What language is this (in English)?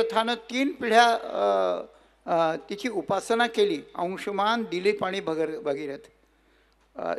Marathi